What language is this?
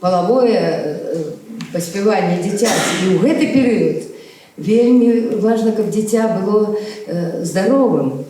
Belarusian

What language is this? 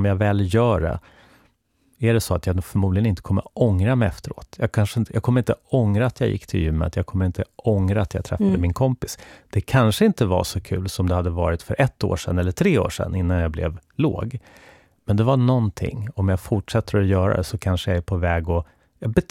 Swedish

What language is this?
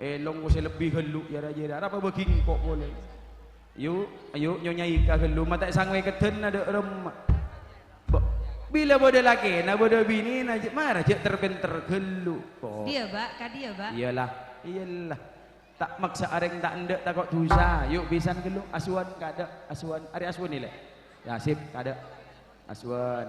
Madurese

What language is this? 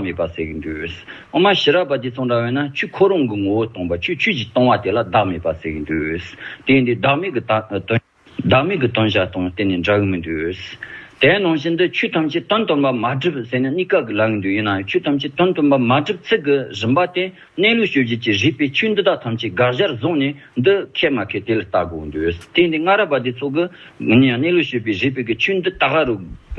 Tibetan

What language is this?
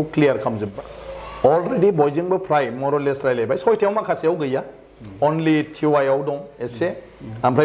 Bodo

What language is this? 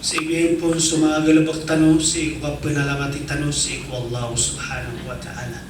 Maranao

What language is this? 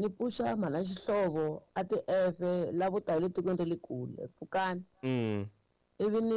Tsonga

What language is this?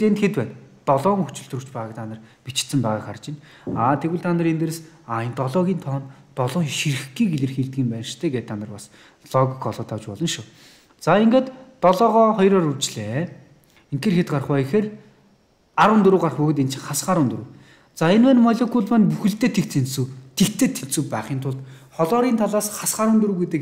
Mongolian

